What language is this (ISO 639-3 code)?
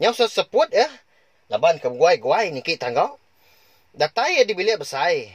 iba